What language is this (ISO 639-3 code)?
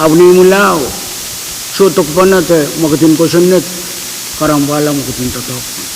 pon